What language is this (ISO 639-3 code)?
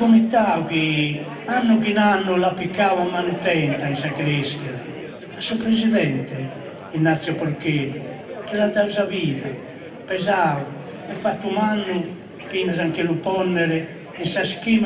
srd